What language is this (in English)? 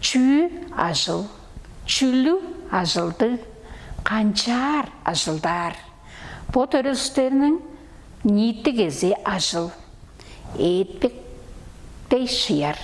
Tuvinian